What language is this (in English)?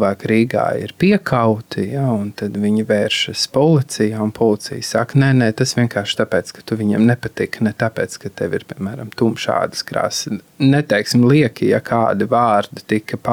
Latvian